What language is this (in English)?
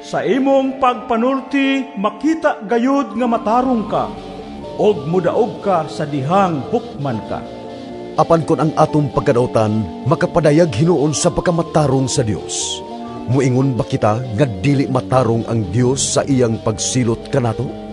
Cebuano